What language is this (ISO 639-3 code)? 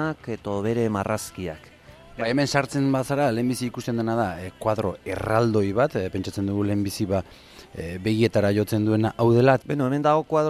eus